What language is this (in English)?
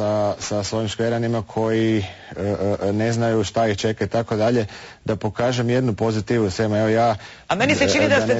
Croatian